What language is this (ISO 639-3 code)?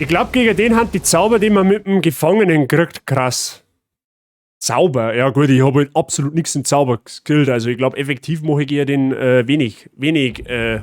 bar